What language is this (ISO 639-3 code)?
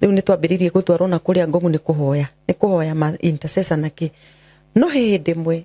kik